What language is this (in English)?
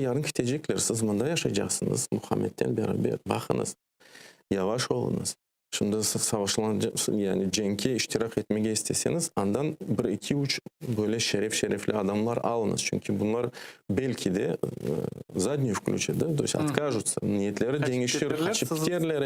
Crimean Tatar